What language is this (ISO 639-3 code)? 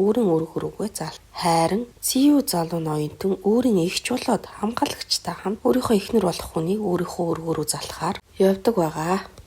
mon